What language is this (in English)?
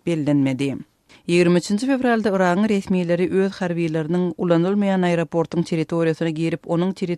Turkmen